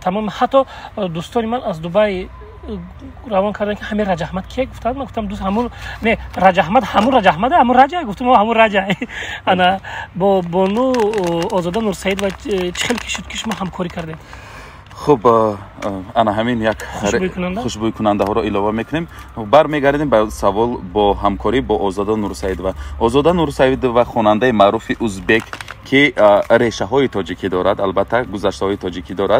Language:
Tajik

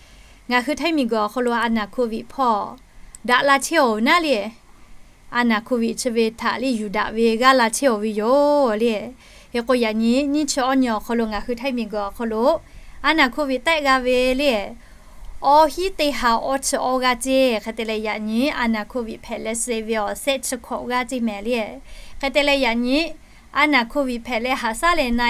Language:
Lahu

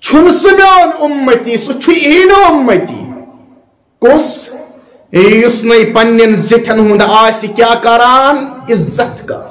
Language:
Kashmiri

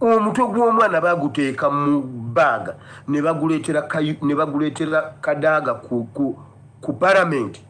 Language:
Ganda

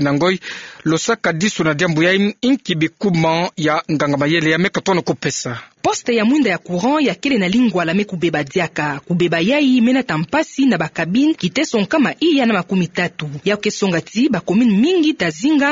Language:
Kituba (Democratic Republic of Congo)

